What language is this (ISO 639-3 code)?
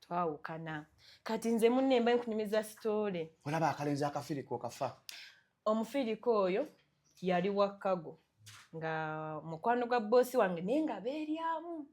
lug